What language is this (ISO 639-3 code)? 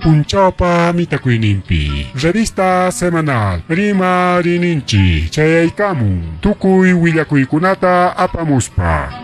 quy